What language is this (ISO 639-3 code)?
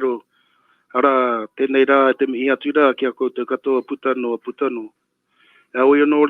mri